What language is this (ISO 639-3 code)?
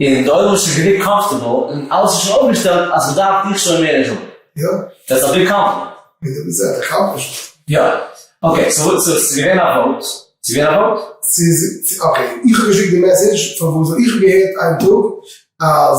yid